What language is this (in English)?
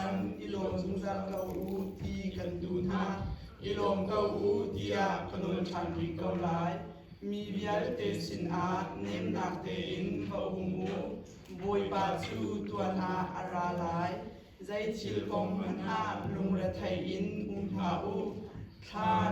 Hakha Chin